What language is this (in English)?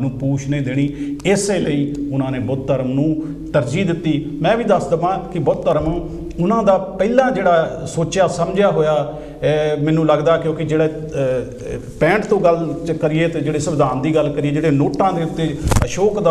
Punjabi